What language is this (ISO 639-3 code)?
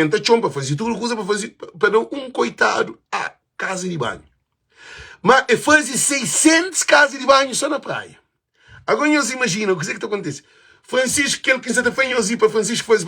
kea